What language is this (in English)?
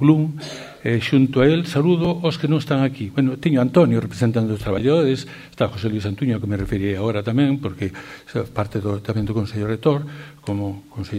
Galician